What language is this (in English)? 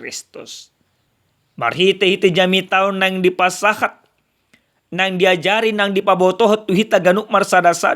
Batak Toba